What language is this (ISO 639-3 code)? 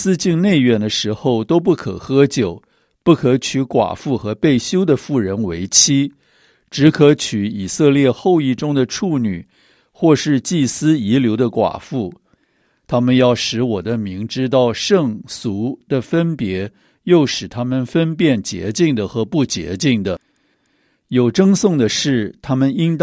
zho